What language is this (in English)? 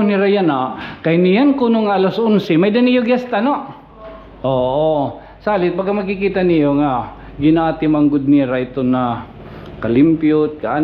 Waray